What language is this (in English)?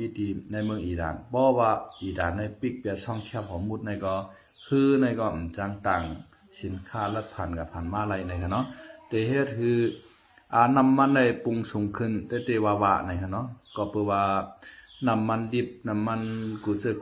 Shan